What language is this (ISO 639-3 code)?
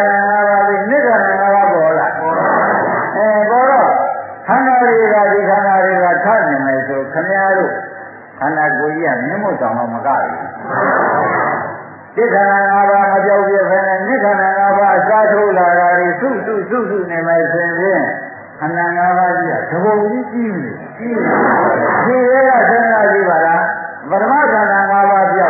mya